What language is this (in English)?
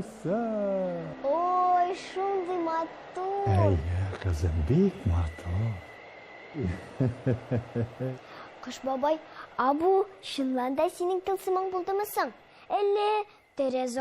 Tatar